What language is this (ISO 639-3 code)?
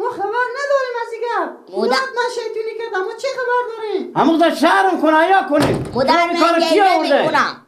fas